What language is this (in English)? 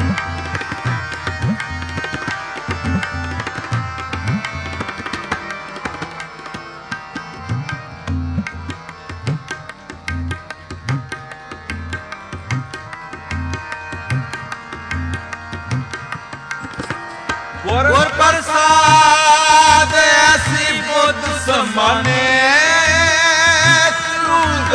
Punjabi